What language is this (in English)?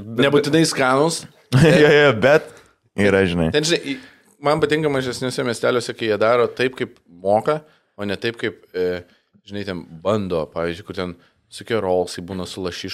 Lithuanian